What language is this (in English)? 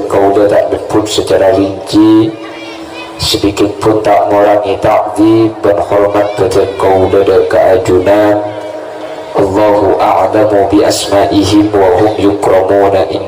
Madurese